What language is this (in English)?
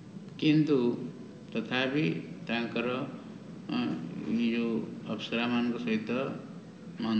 Odia